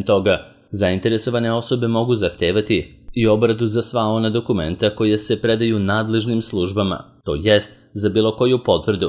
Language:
Serbian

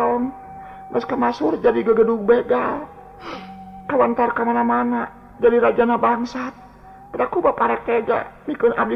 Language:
Sundanese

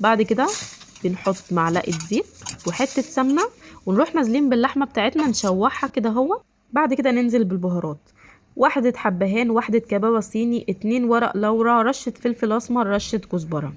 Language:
Egyptian Arabic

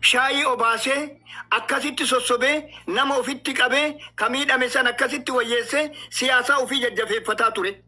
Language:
Oromo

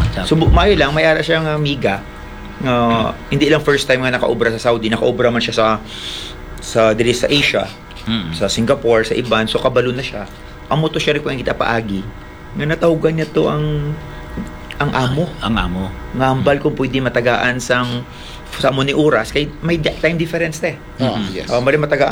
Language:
Hiligaynon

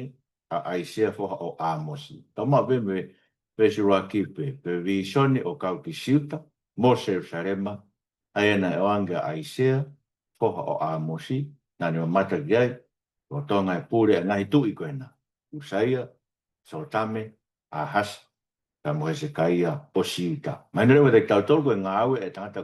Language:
Tongan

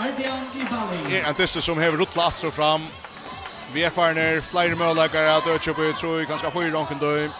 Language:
Faroese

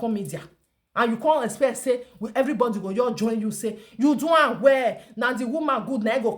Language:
Nigerian Pidgin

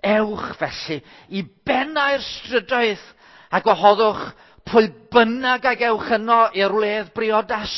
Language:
Welsh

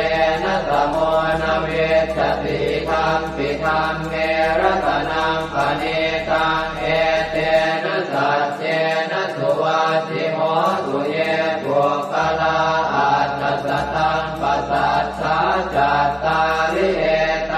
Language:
Pali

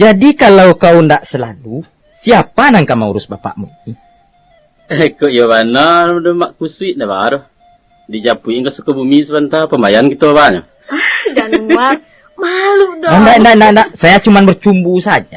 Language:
Minangkabau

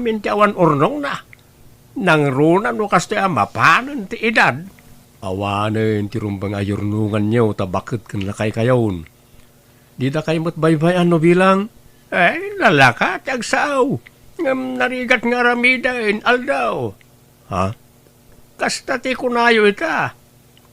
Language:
Iloko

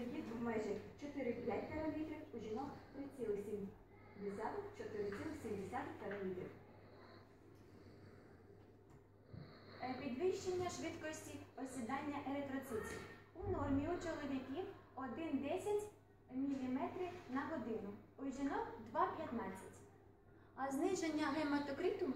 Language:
Ukrainian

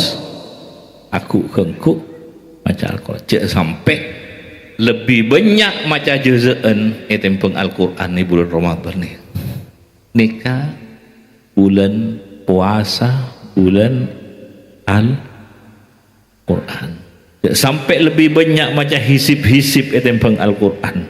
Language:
Madurese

